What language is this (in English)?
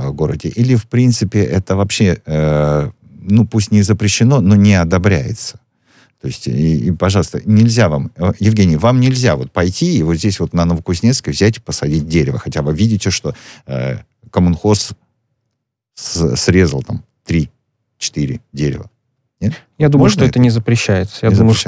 Russian